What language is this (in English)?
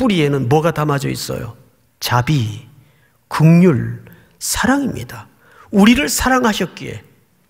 Korean